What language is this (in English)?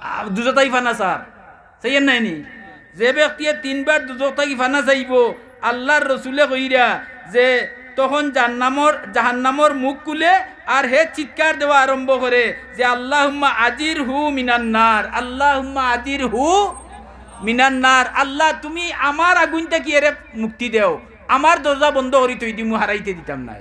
Sylheti